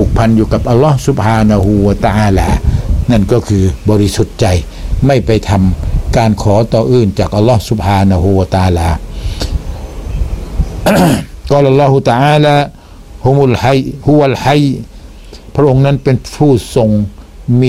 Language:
Thai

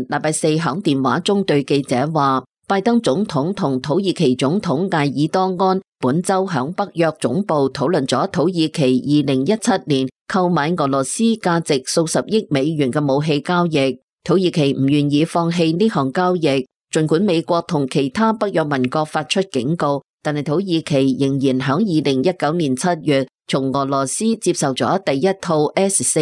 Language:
Cantonese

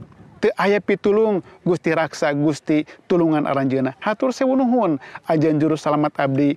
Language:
Sundanese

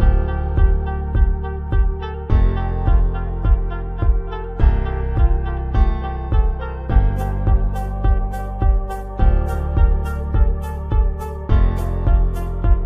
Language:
Southern Sotho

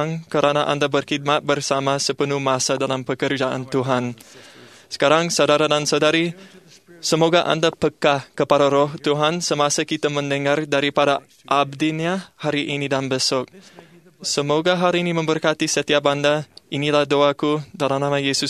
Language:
Malay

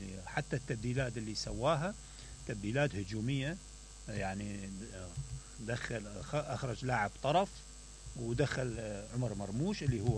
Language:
Mesopotamian Arabic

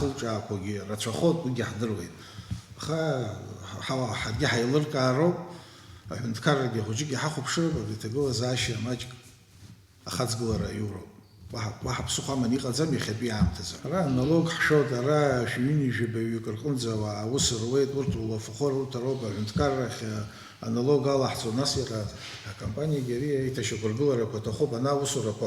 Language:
Abkhazian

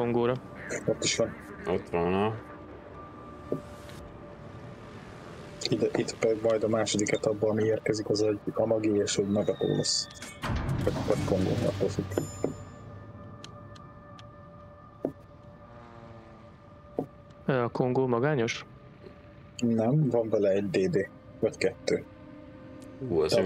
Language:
Hungarian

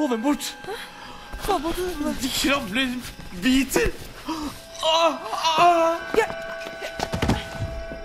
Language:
Norwegian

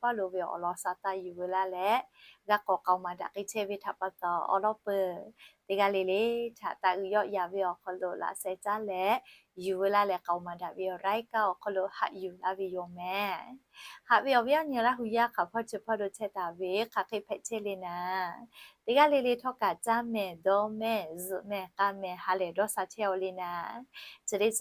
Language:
Lahu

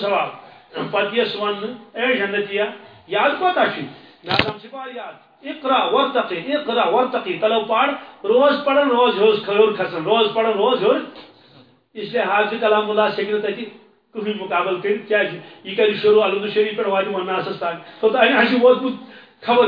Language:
Kashmiri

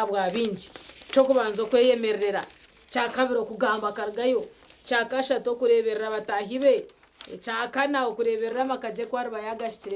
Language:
Nyankole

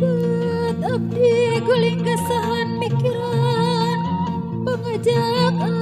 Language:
Sundanese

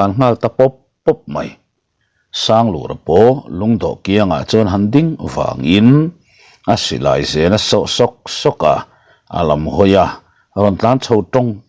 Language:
Mizo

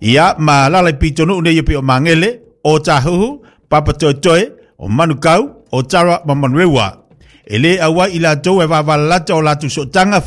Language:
Samoan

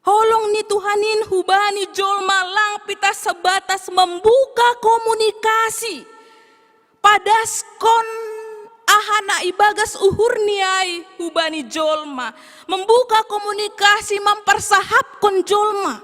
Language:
Batak Simalungun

